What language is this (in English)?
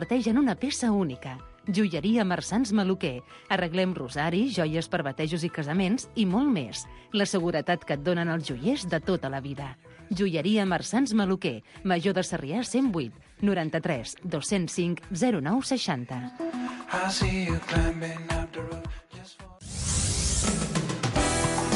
Catalan